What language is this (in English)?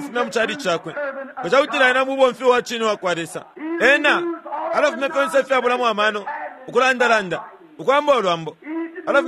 Bemba